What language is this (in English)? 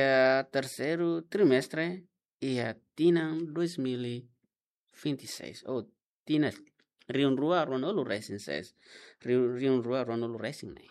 Tetum